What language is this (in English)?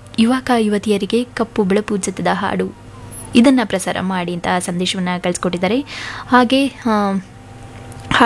Kannada